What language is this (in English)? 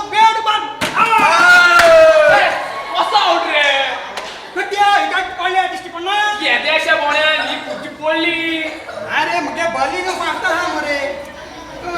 Konkani